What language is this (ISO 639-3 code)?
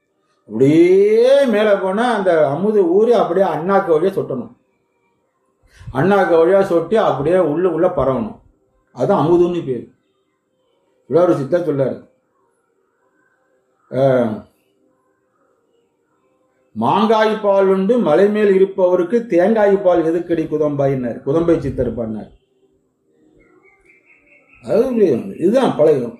tam